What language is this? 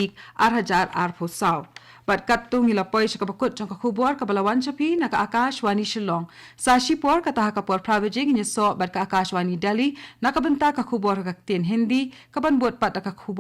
Khasi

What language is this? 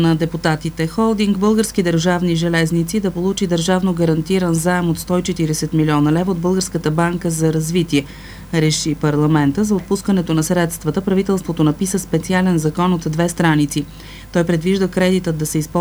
Bulgarian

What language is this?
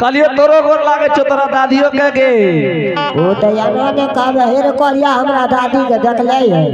Angika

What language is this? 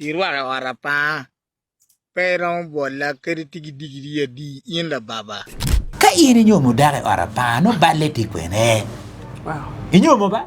Acoli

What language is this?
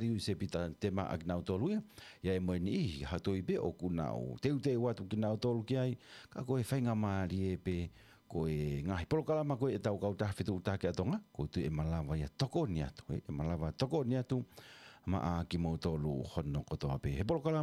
Tongan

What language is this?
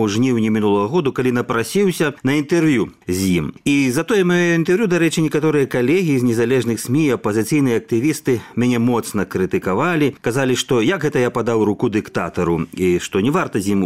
Belarusian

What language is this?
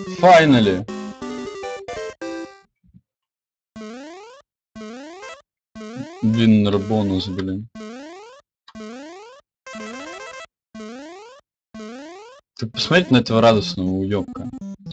Russian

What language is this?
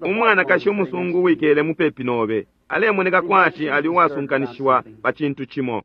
Bemba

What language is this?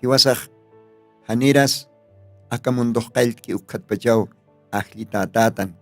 Aymara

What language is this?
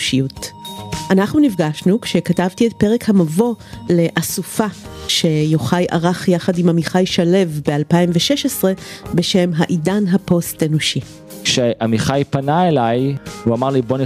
Hebrew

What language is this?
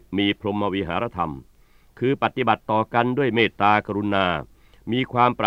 Thai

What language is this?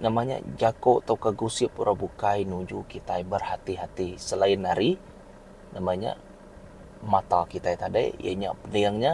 Iban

